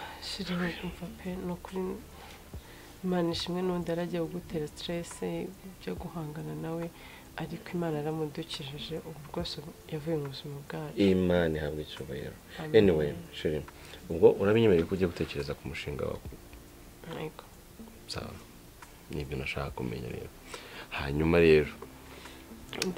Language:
Kinyarwanda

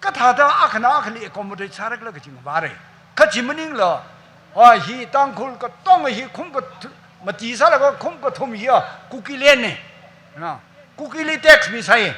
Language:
Tangkhul Naga (India)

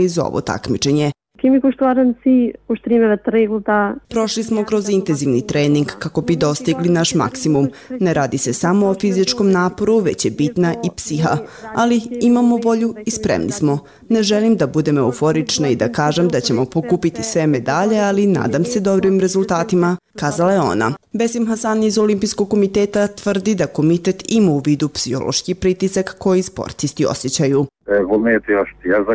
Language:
Bosnian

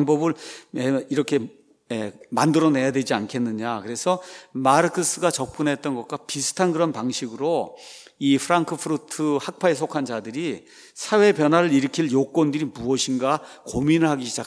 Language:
Korean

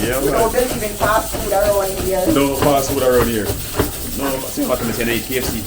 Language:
Jamaican Creole English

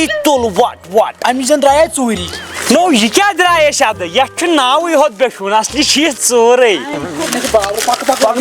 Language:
Kashmiri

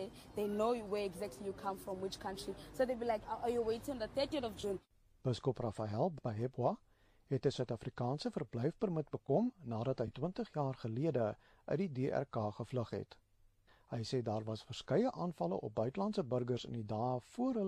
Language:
Afrikaans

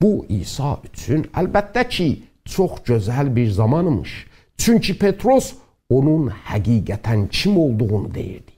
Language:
South Azerbaijani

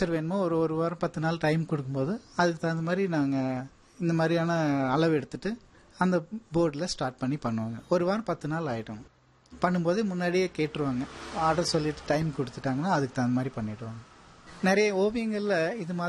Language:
Tamil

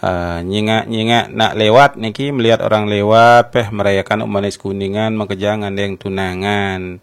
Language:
Balinese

